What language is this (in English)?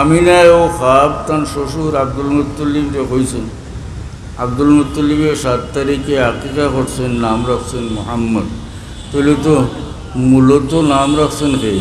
Sylheti